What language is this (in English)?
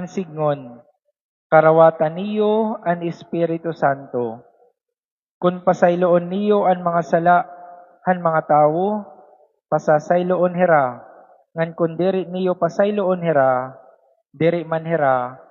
Waray